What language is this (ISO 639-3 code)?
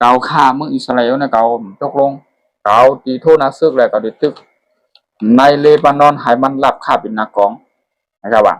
shn